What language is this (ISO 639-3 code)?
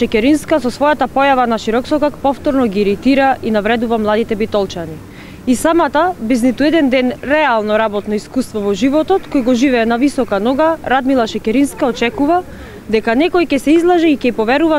mkd